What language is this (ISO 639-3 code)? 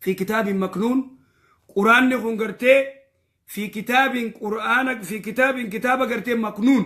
orm